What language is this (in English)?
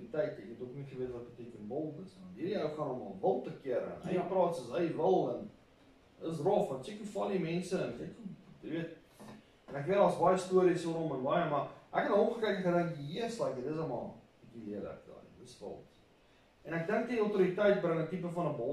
Afrikaans